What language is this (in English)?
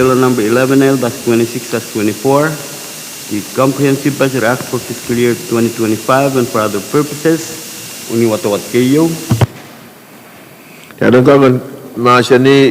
Pohnpeian